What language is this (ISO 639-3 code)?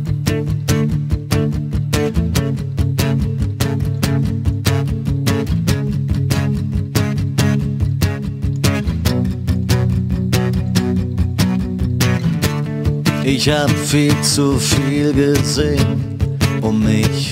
deu